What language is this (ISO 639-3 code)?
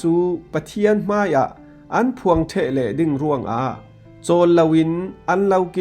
cfm